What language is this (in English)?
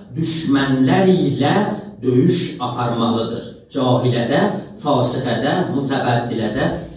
South Azerbaijani